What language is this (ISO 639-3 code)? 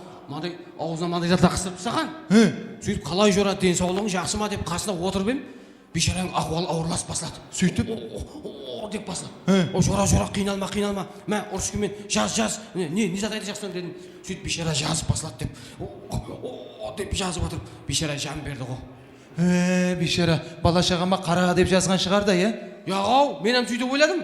kaa